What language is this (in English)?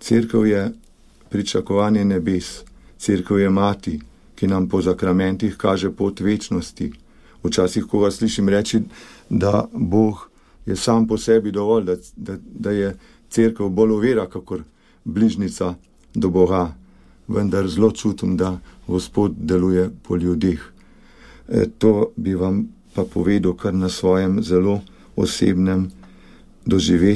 Slovenian